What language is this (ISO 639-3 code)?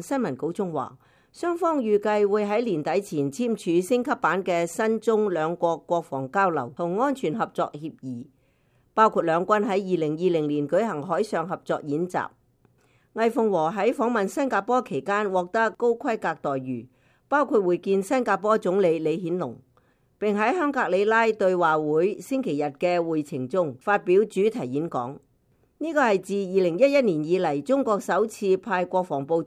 yue